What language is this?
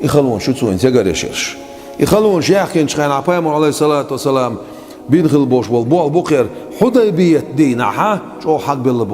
Chechen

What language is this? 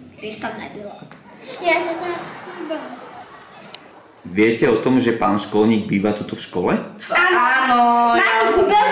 Slovak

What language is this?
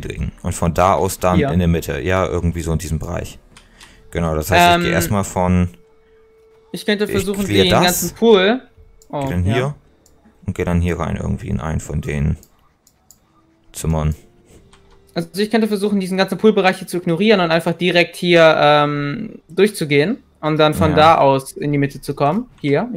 German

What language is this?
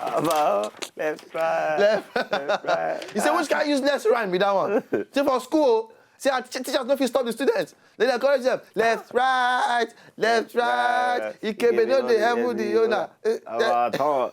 Nigerian Pidgin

